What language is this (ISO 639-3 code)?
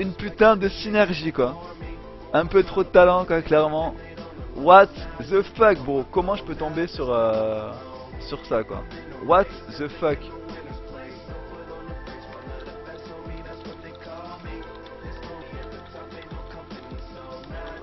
fra